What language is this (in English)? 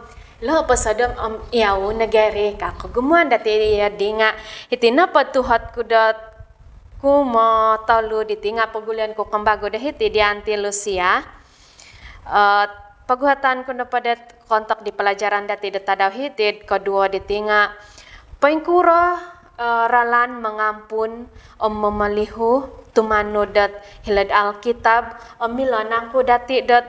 Central Dusun